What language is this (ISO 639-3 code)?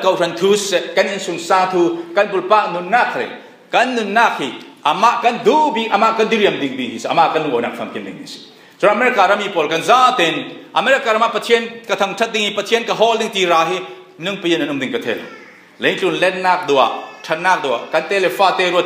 cfm